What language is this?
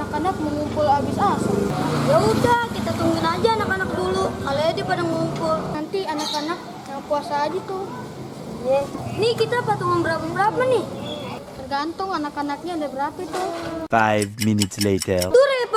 Betawi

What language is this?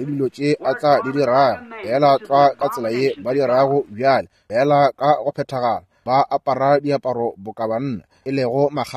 Northern Sotho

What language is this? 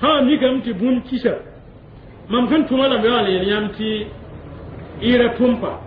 Mossi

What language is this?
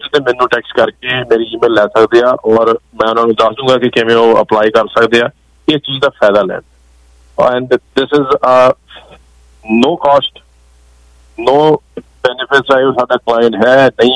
Punjabi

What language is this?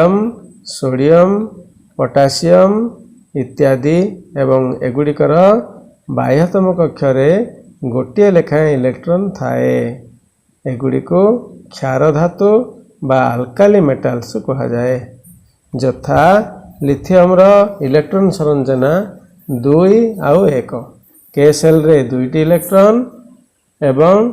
Odia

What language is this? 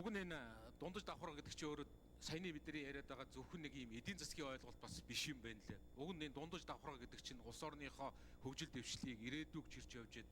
Mongolian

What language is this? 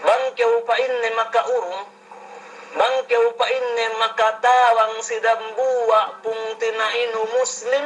Yakan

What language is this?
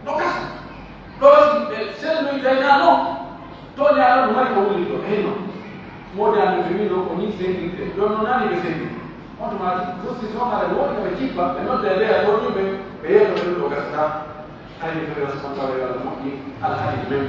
Pular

